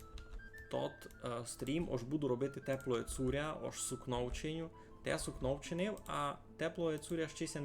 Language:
Rusyn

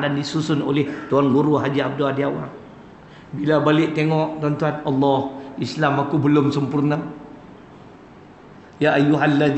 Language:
Malay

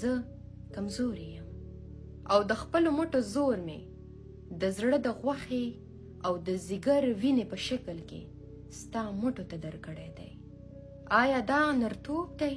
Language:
Pashto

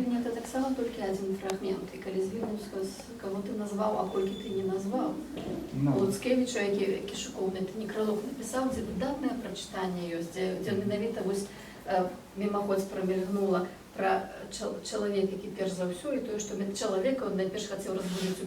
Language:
Belarusian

